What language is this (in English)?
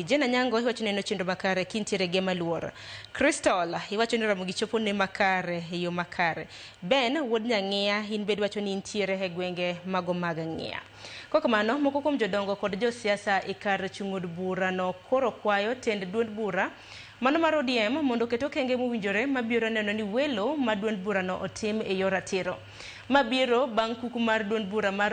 Luo (Kenya and Tanzania)